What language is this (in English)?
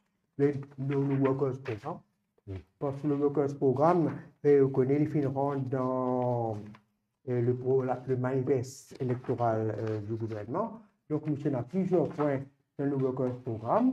Morisyen